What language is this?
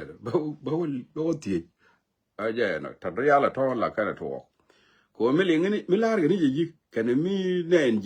Nuer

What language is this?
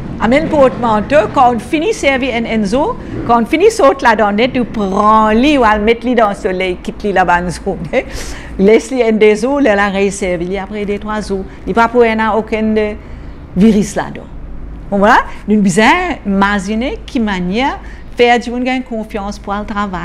Morisyen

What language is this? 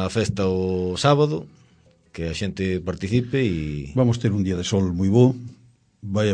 Galician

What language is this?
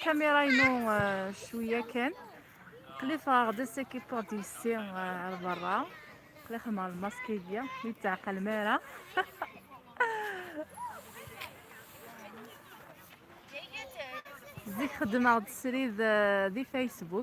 Kabyle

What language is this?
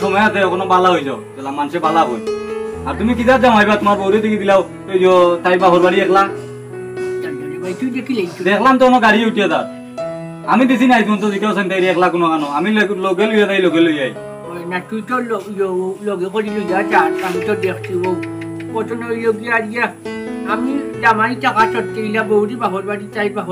Sylheti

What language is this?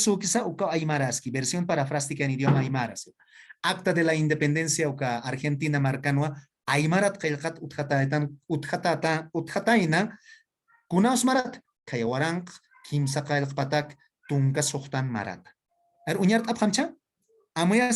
Aymara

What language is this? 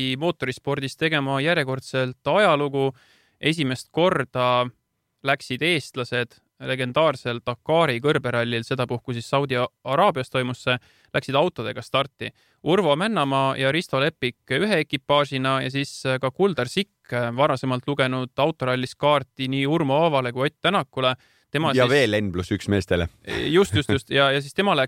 Estonian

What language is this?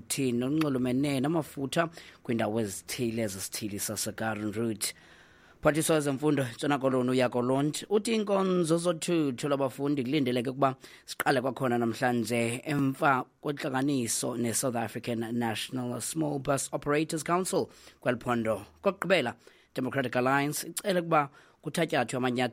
Xhosa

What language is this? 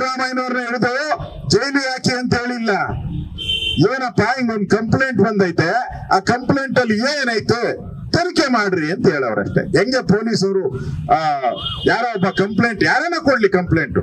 Kannada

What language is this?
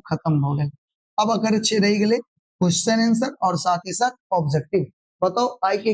Maithili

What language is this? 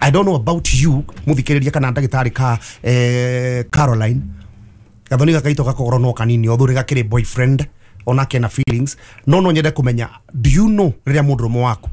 Kikuyu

